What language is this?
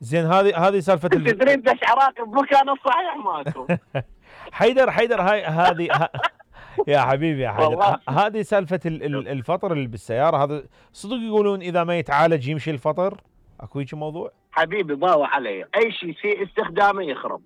Mesopotamian Arabic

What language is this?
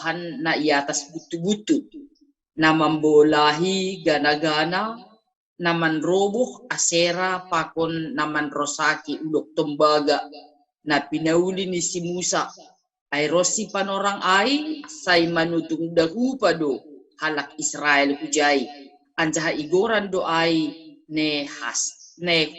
Batak Simalungun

